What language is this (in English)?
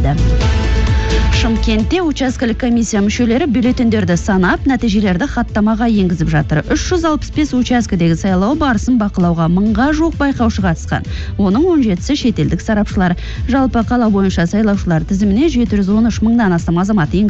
Kazakh